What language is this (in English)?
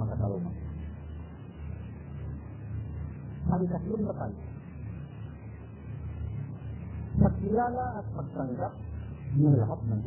Filipino